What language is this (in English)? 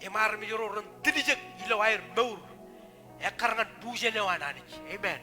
Marshallese